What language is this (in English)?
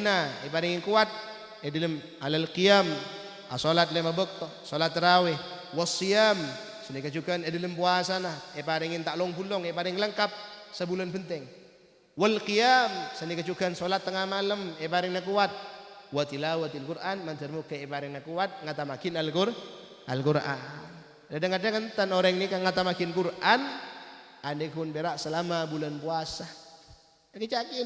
Madurese